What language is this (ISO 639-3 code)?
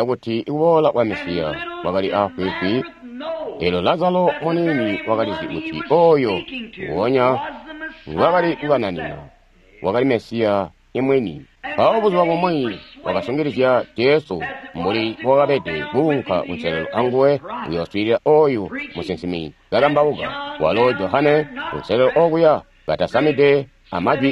toi